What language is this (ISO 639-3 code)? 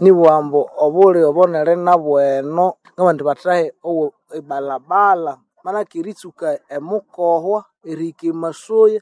nnb